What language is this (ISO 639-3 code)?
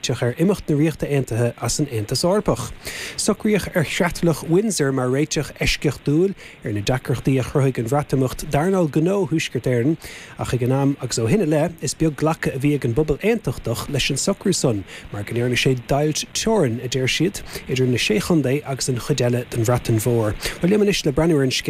gle